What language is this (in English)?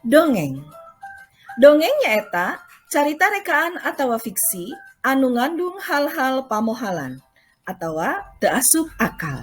Sundanese